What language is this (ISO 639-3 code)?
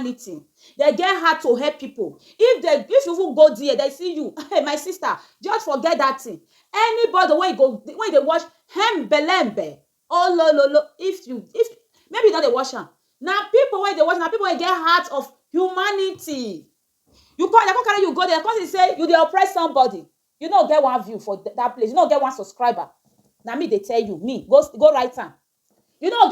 pcm